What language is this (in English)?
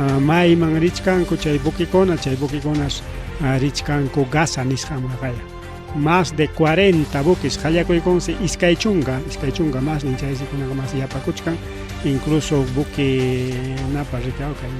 Ayacucho Quechua